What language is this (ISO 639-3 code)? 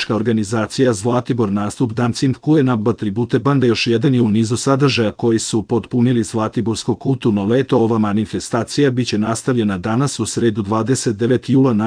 srp